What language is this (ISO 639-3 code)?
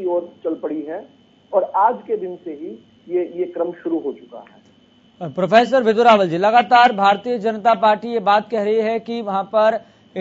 hin